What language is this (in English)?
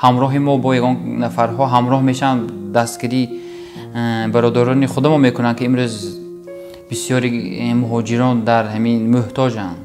Tajik